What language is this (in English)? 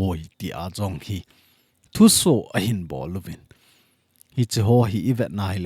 Thado Chin